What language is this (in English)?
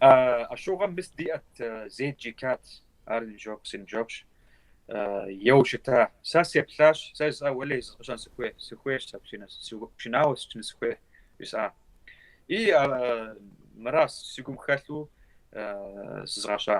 Kabardian